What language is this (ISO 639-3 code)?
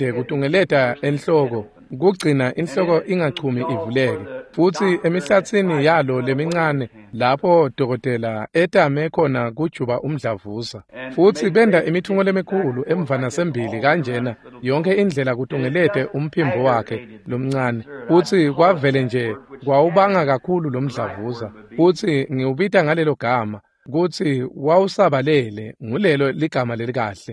ssw